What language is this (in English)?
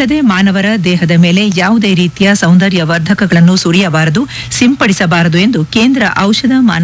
Kannada